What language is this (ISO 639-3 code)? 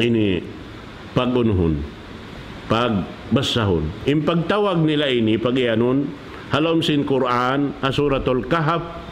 tsg